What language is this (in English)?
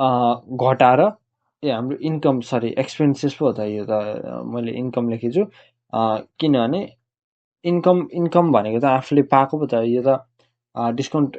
Nepali